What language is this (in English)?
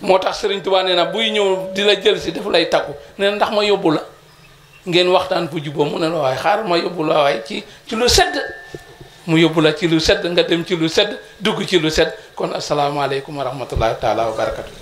Wolof